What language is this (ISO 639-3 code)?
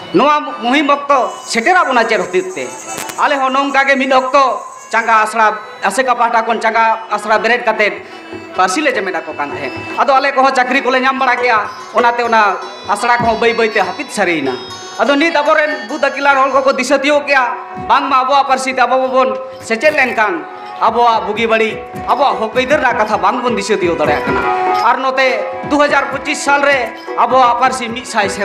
sat